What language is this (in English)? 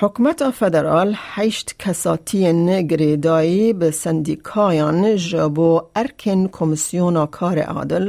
Kurdish